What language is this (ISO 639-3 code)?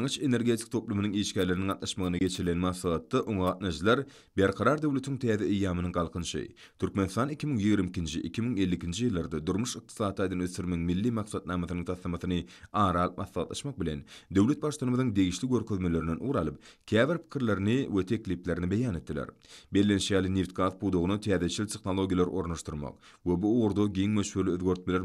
tuk